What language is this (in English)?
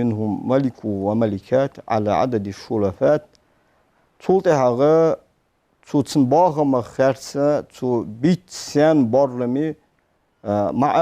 Ingush